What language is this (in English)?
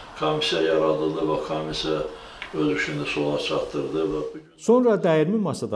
Azerbaijani